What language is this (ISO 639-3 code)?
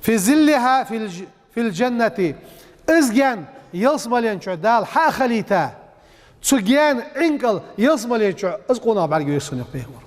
inh